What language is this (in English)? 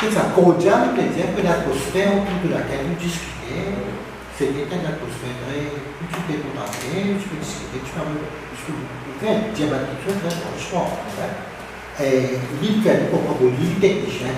Morisyen